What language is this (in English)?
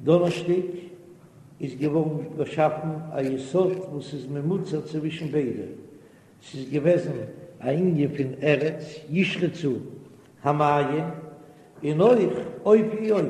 Yiddish